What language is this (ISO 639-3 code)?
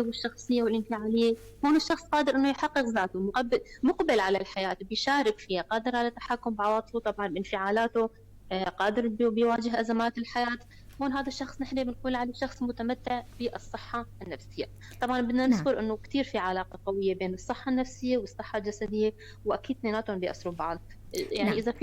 apc